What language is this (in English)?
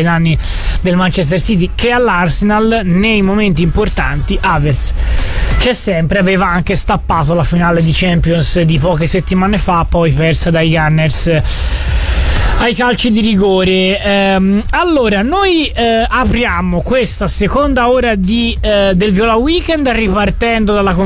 Italian